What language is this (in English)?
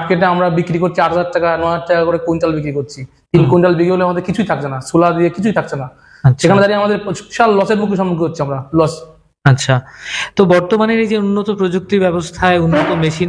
Bangla